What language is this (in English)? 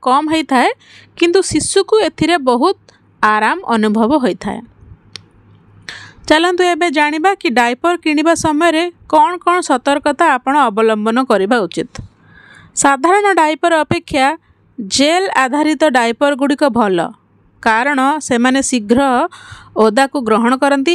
Odia